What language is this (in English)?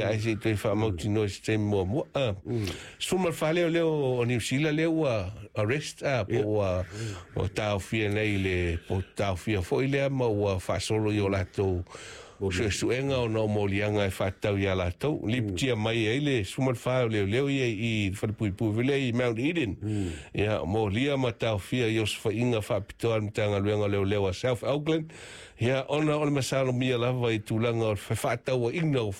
Samoan